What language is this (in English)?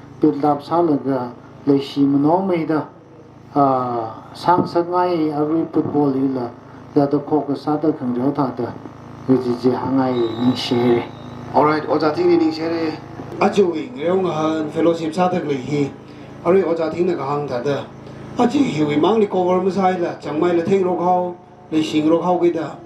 Tangkhul Naga (India)